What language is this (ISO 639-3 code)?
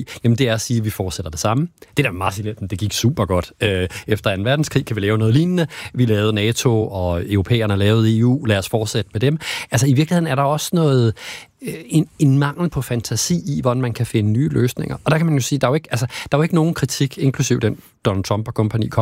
dan